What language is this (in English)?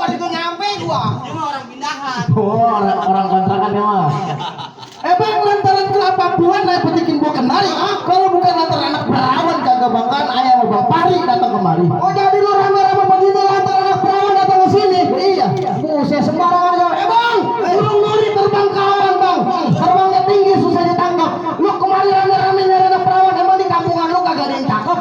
Betawi